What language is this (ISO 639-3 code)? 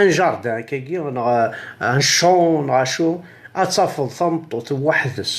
kab